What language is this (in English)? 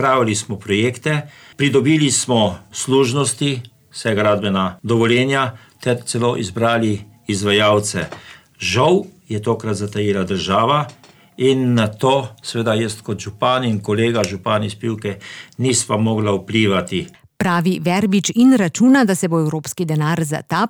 Slovenian